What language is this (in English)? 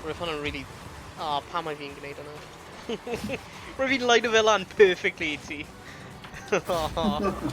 Welsh